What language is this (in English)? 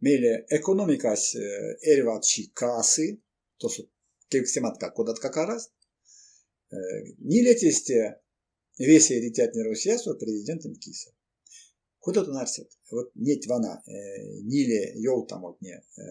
Erzya